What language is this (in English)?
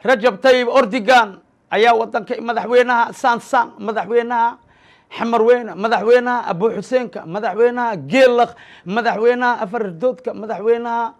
Somali